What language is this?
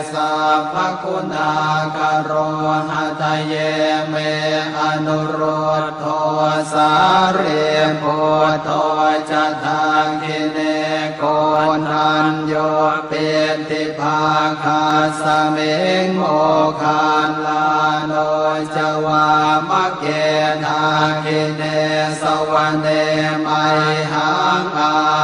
Pali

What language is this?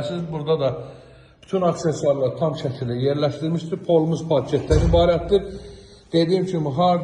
Azerbaijani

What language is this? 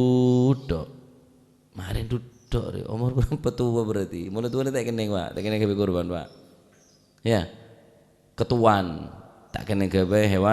Madurese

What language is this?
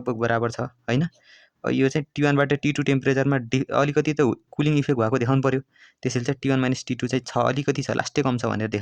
Nepali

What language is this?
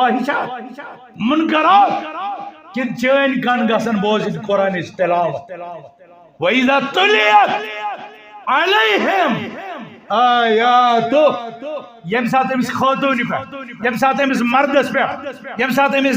Kashmiri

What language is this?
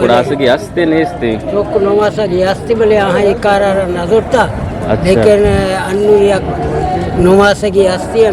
Eastern Balochi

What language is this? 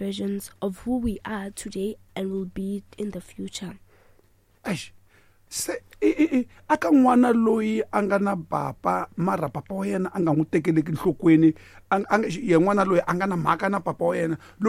Tsonga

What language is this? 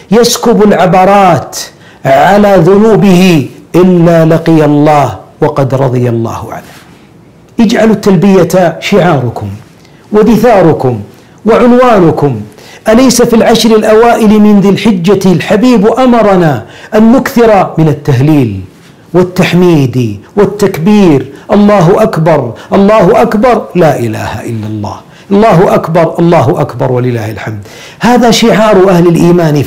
Arabic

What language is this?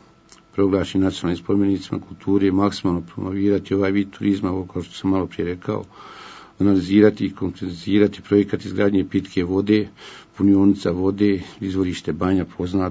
Bosnian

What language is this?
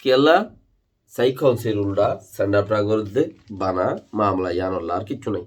Rohingya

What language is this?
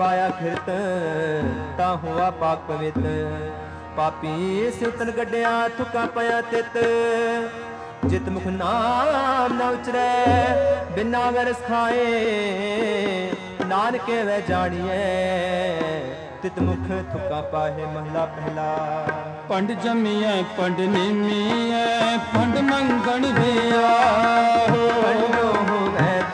Punjabi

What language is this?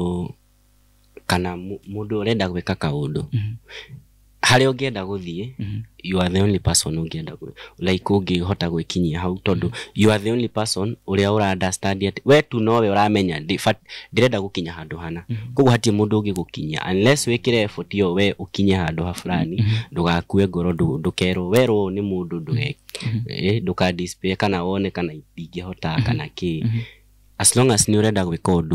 Kikuyu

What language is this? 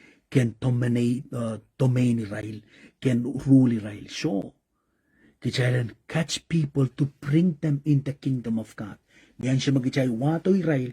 Pohnpeian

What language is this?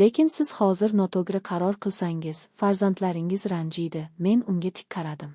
Uzbek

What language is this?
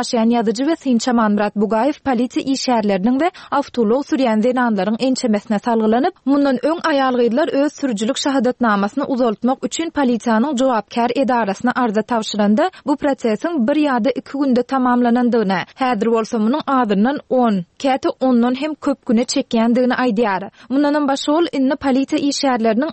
Turkmen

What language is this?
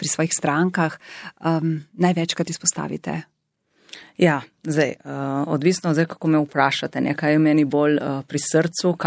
Slovenian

